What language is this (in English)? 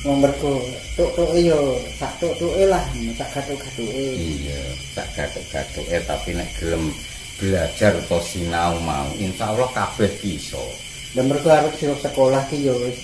Javanese